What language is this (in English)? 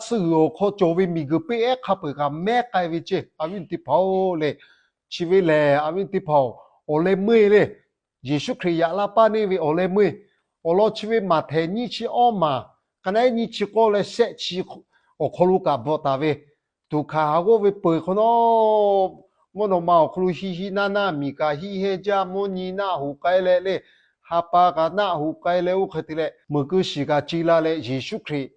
Lahu